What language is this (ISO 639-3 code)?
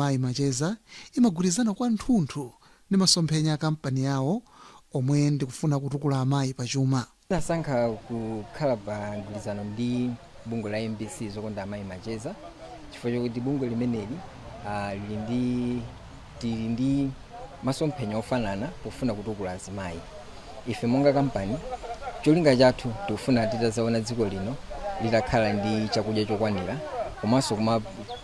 nya